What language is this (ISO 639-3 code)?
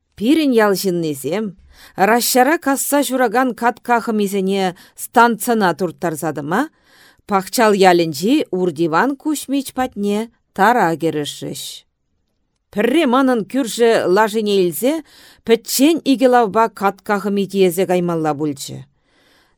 chv